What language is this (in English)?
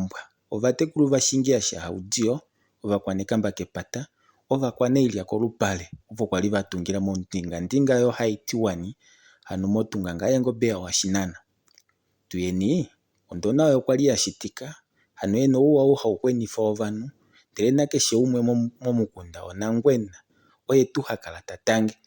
Kuanyama